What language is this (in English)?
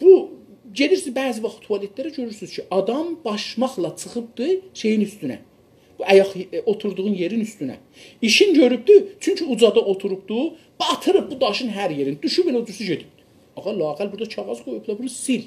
South Azerbaijani